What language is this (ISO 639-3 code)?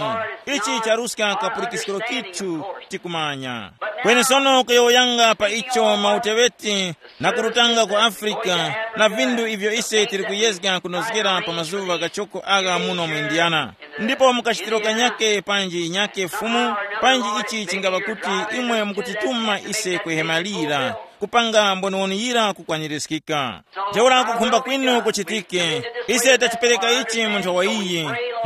tum